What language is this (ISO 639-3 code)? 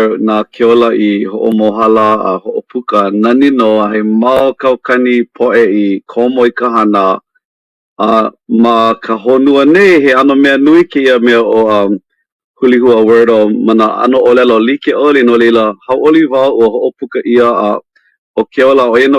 haw